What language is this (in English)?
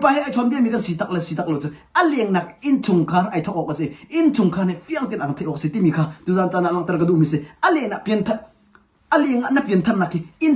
Hakha Chin